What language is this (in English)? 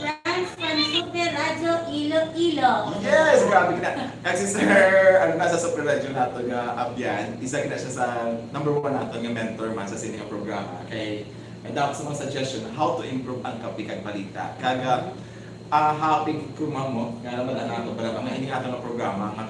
Hiligaynon